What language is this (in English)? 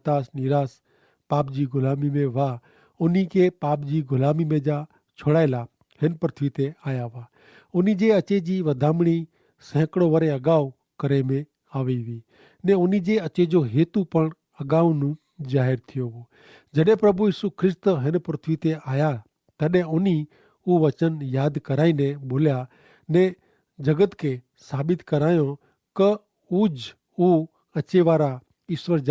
Kachhi